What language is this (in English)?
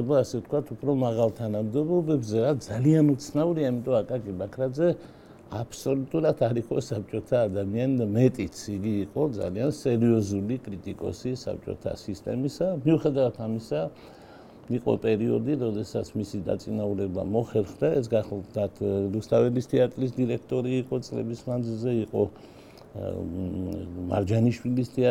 Georgian